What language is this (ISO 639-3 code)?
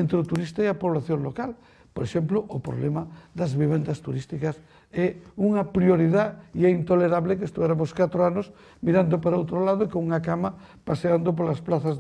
glg